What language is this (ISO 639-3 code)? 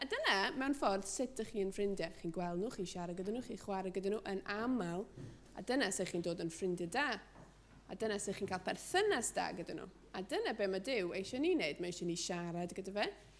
cym